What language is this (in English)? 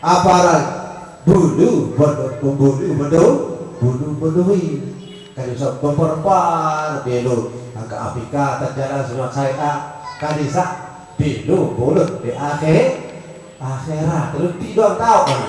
Sasak